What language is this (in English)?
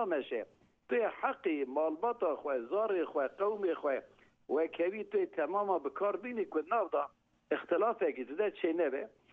Kurdish